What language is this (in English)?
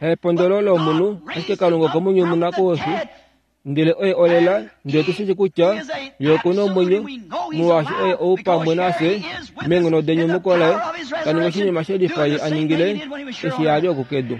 Kuanyama